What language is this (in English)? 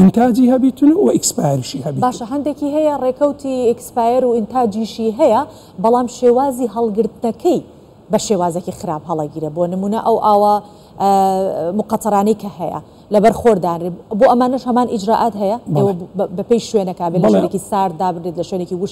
Central Kurdish